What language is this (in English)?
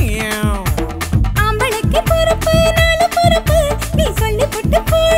Tamil